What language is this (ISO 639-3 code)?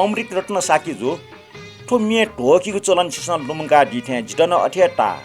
new